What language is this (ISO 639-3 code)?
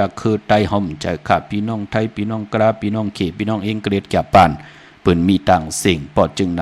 shn